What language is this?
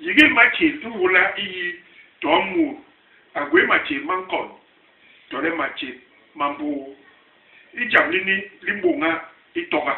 Basaa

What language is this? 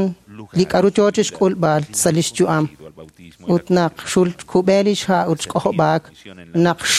Kekchí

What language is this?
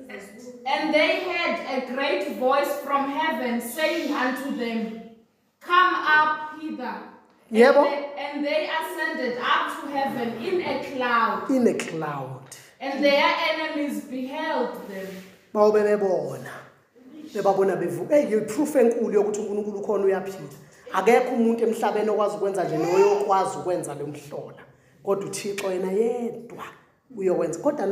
Zulu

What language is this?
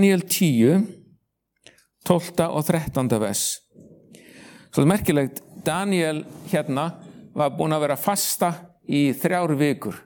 Icelandic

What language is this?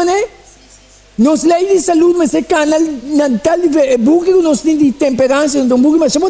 Papiamento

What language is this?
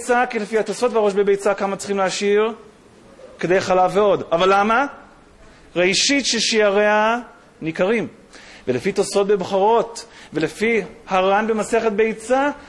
Hebrew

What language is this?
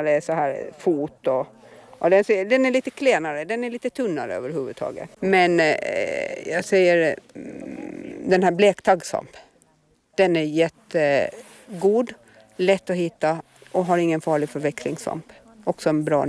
Swedish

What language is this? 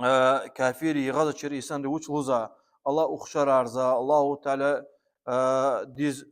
Lezghian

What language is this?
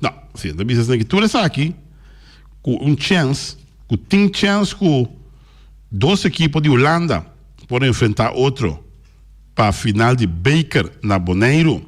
Papiamento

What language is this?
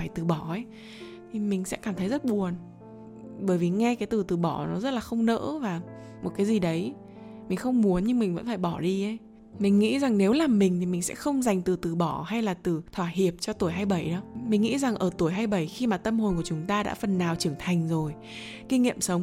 Vietnamese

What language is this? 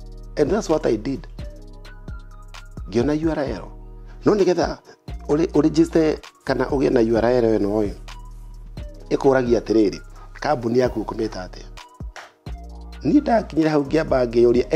Kikuyu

